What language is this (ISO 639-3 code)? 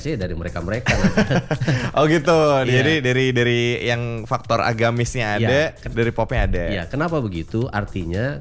ind